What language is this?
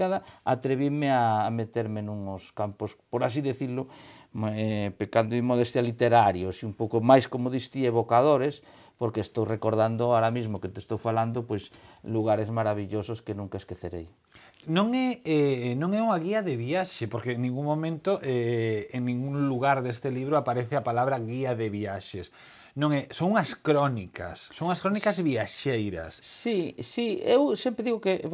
Galician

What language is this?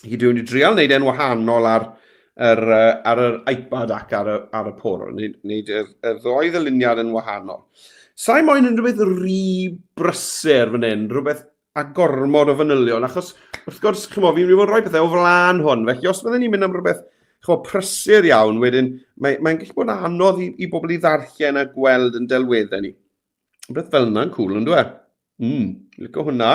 Welsh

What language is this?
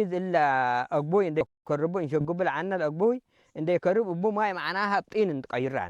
Tigre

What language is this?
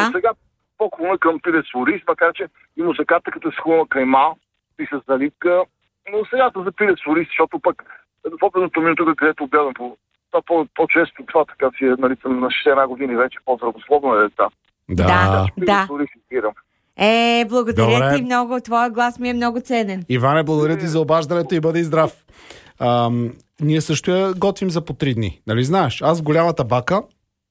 Bulgarian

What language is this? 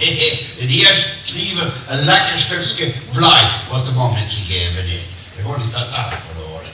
Limburgish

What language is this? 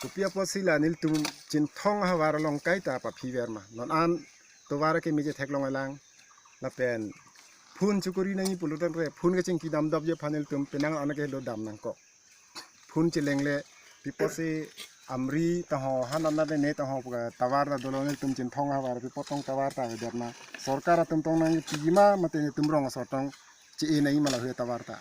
Karbi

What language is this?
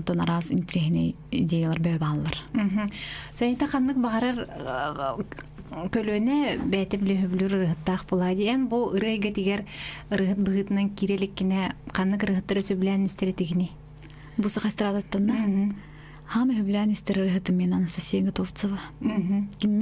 Yakut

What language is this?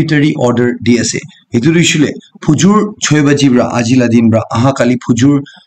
Naga Pidgin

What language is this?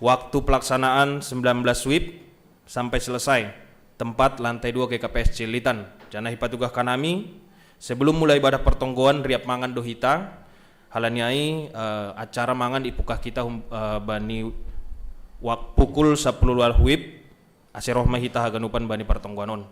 Batak Simalungun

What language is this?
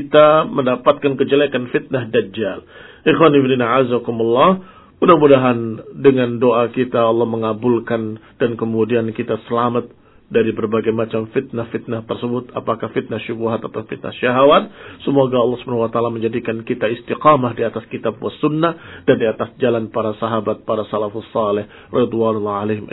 Indonesian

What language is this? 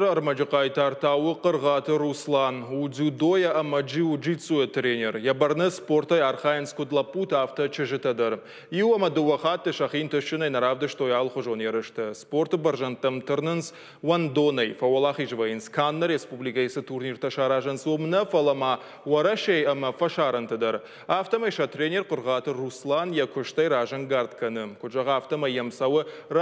Ossetic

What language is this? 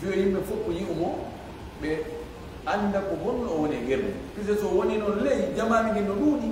Fula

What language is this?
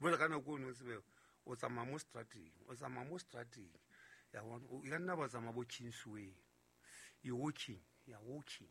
Southern Sotho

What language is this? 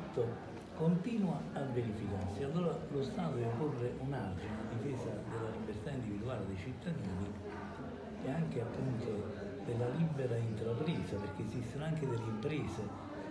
Italian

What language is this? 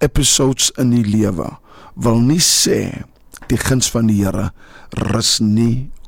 Afrikaans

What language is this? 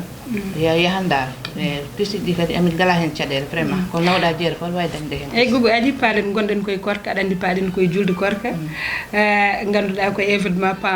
Fula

